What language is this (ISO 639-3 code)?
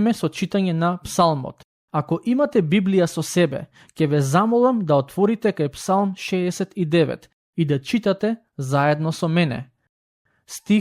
mkd